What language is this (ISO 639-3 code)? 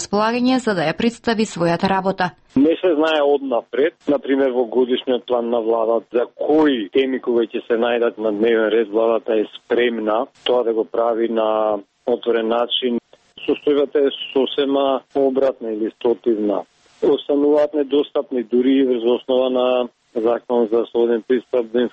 mkd